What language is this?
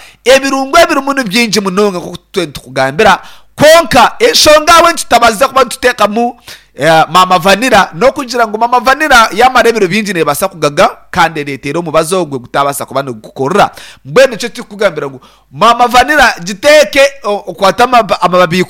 Nyankole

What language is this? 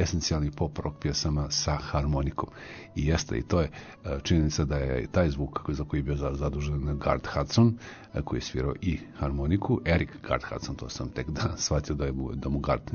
Serbian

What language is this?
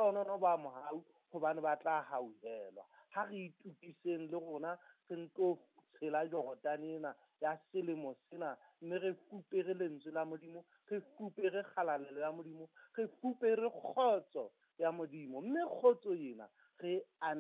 Southern Sotho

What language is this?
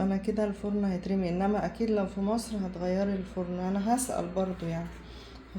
Egyptian Arabic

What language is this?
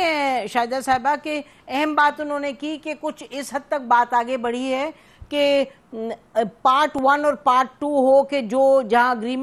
Urdu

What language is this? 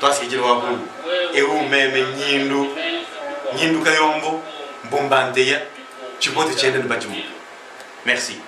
Luba-Lulua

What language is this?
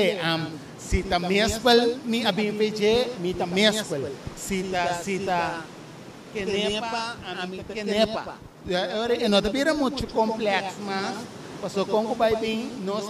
Papiamento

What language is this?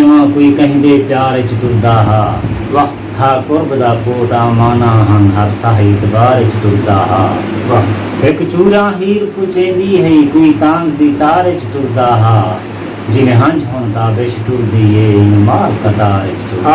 Saraiki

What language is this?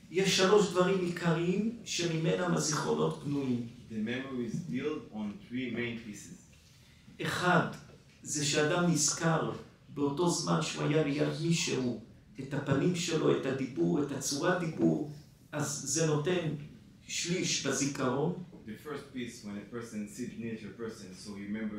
Hebrew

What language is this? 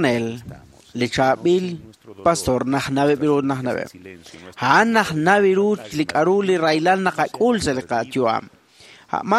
Kekchí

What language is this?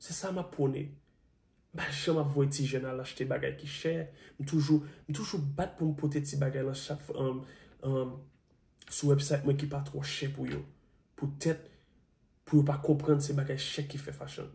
Haitian Creole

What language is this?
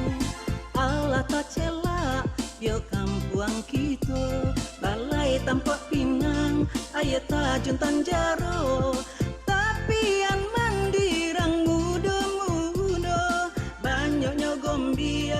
Minangkabau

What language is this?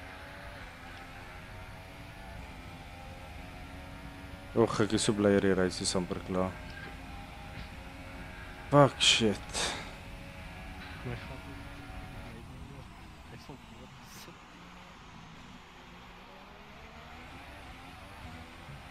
Afrikaans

